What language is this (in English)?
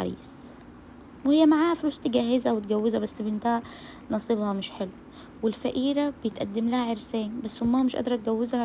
Egyptian Arabic